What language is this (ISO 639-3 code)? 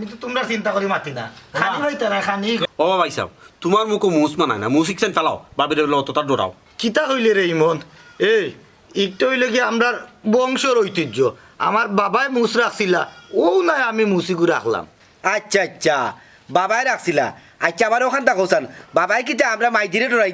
syl